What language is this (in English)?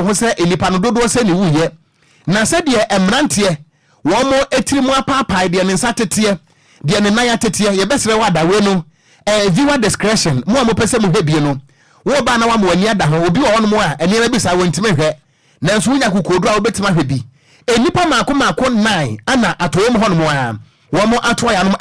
Akan